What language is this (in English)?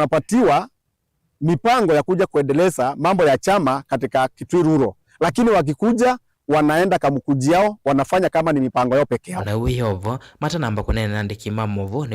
Kamba